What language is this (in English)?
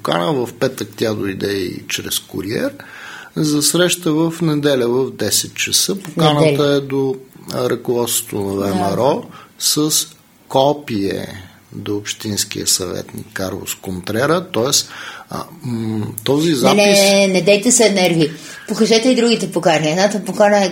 Bulgarian